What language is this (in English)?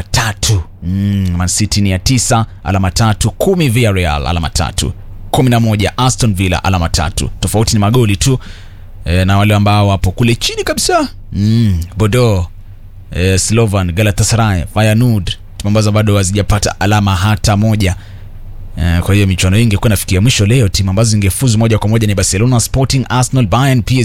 Swahili